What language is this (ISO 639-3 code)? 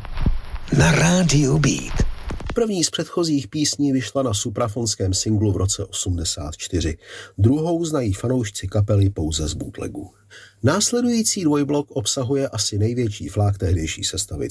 ces